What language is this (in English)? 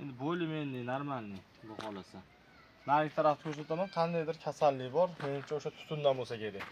Uzbek